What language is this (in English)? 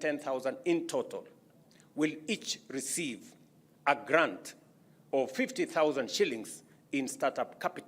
Kamba